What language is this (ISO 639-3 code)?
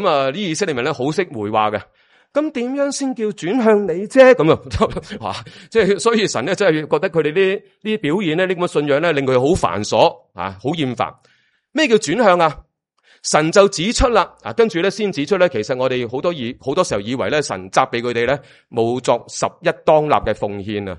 yue